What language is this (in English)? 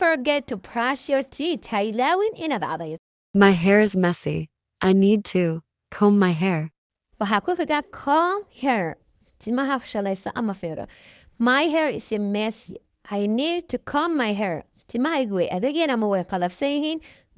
Somali